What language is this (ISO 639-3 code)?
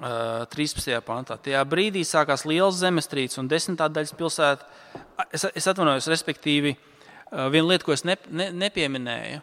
lav